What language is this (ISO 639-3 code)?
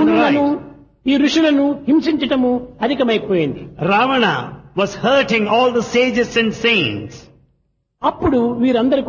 tel